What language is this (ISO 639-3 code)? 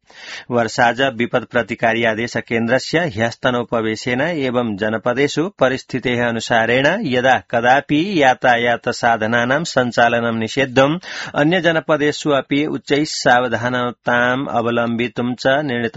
san